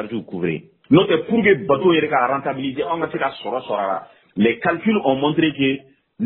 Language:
Bambara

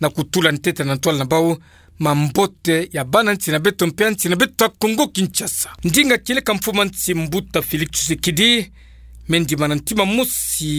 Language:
Kituba (Democratic Republic of Congo)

